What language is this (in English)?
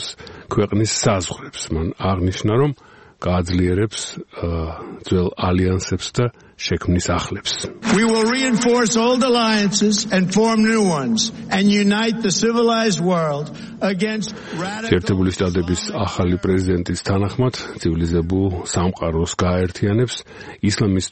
Georgian